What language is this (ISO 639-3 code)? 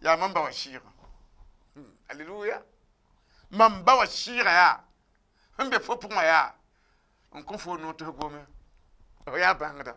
mos